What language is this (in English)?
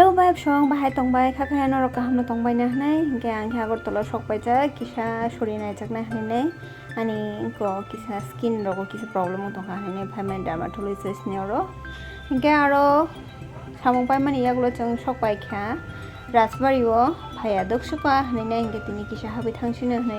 Kok Borok